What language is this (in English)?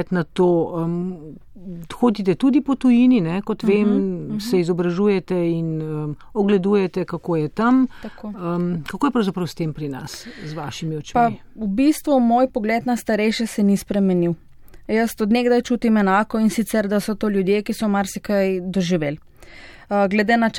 Slovenian